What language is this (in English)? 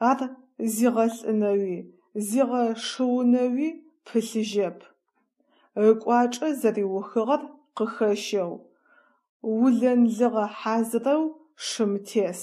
Adyghe